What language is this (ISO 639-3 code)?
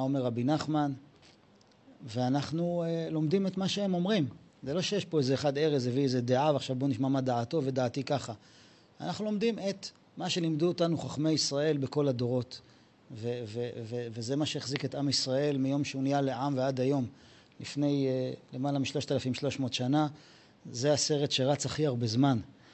heb